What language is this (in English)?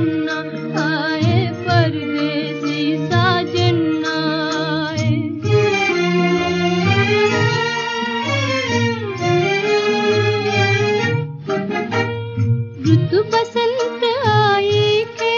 Hindi